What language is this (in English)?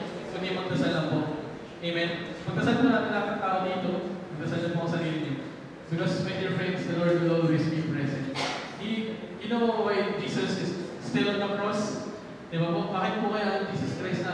Filipino